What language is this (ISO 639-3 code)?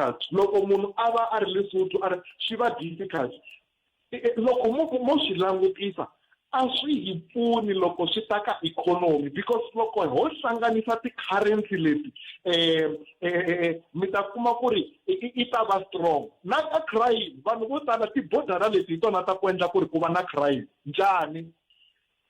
tso